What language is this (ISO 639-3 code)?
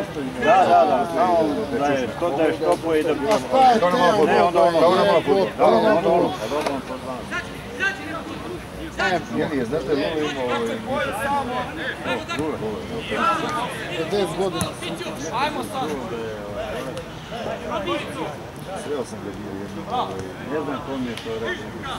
srp